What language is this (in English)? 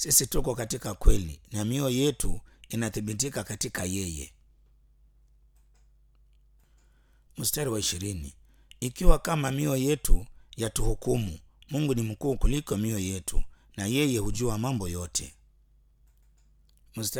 Swahili